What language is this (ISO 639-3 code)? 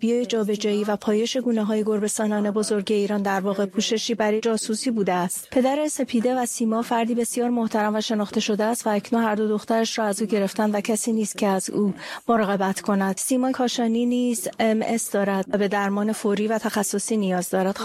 fas